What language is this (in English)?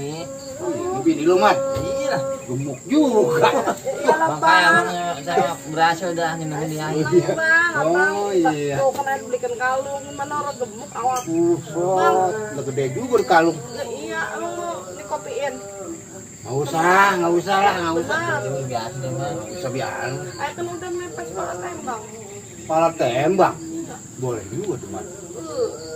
Betawi